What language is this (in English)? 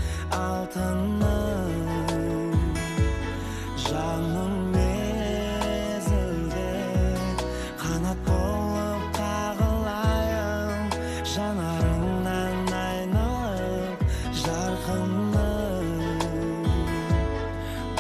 Kazakh